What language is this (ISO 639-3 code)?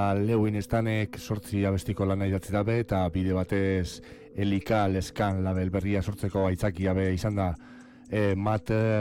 eus